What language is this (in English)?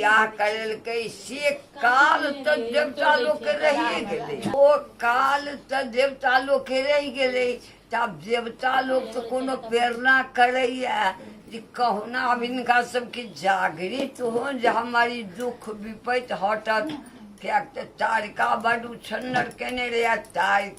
Maithili